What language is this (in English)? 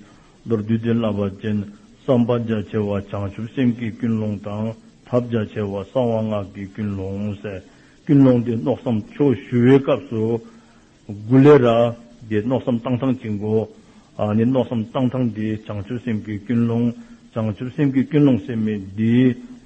Dzongkha